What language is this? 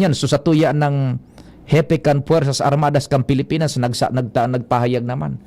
Bikol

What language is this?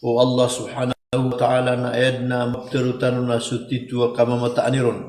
Maranao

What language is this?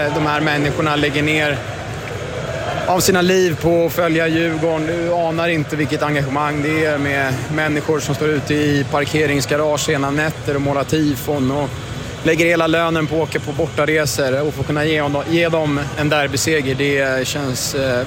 Swedish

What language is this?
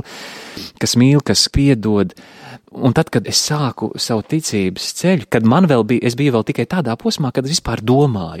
Latvian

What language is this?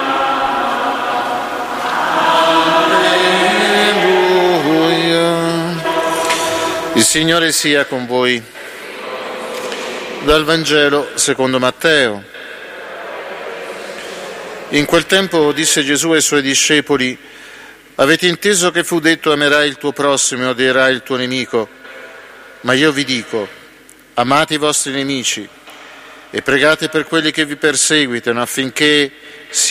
Italian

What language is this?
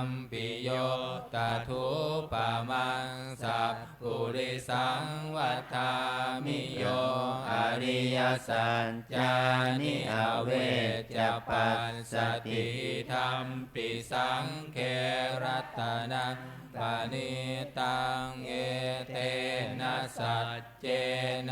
Pali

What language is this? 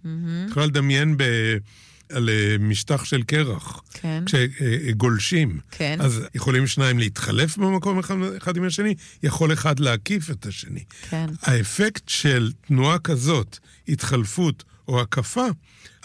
Hebrew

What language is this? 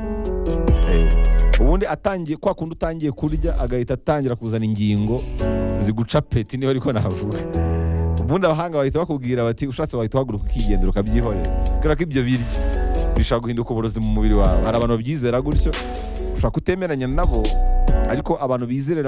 Kinyarwanda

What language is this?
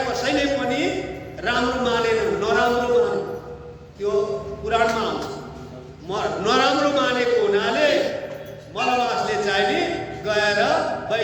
Nepali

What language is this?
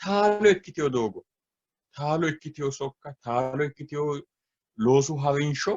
Sidamo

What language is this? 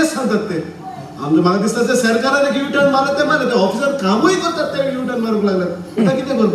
Konkani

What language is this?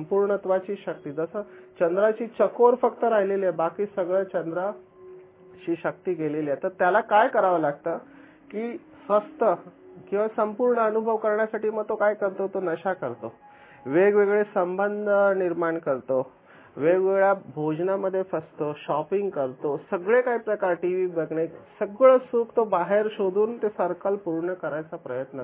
Marathi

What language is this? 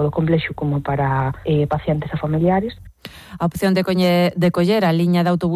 Galician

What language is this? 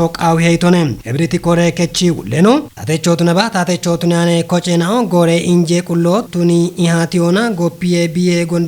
Kafa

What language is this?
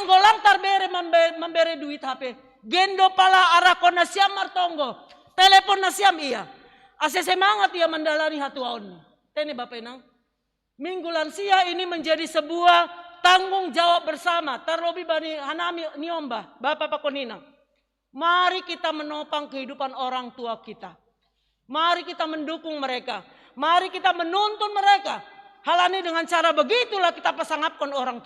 Batak Simalungun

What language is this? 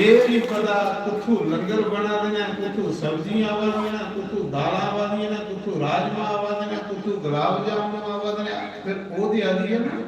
Dogri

